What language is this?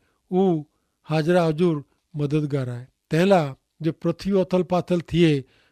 Kachhi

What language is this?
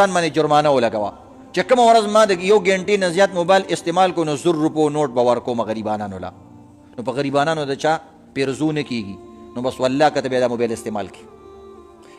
Pashto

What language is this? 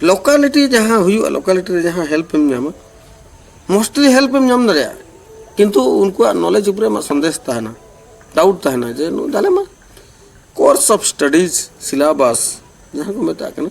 Santali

